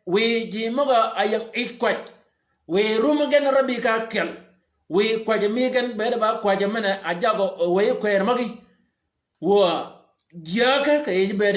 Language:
Shilluk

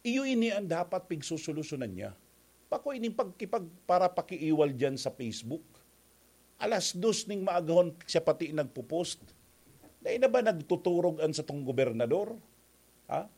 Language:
Bikol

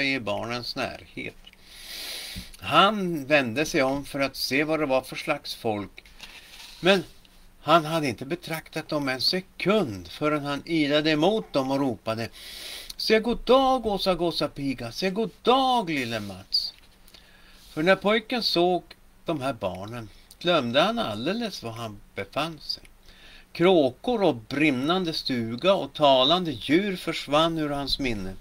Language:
Swedish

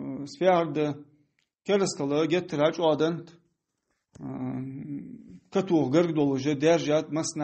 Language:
Ingush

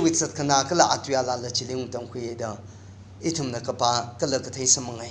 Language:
Tangkhul Naga (India)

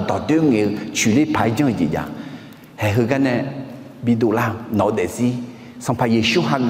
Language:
Akha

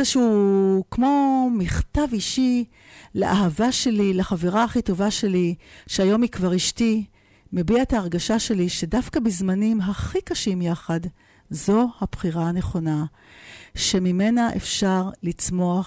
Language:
Hebrew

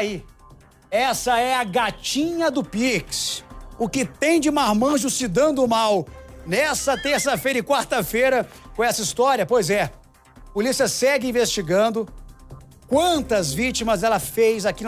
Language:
Portuguese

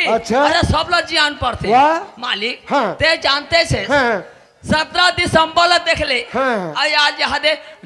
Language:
Chhattisgarhi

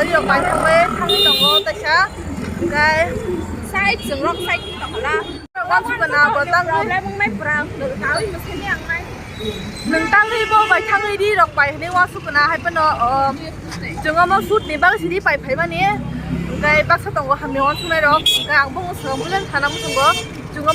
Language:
Kok Borok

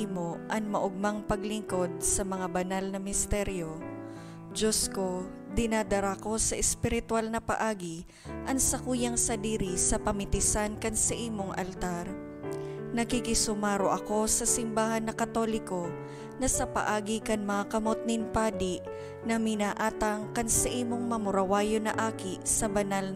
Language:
Bikol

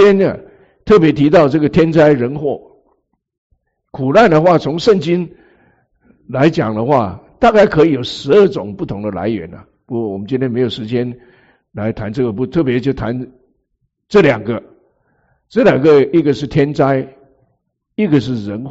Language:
Chinese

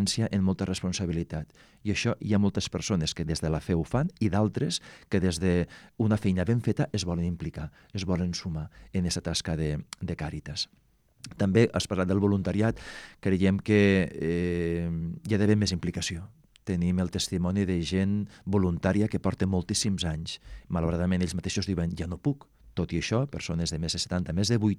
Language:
Catalan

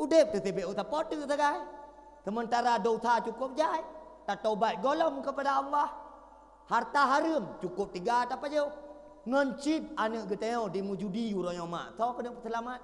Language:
Achinese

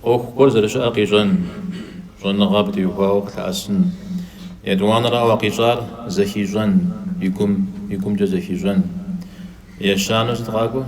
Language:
Kabardian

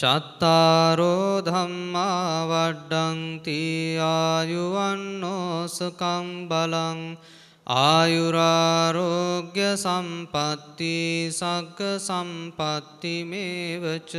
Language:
Sinhala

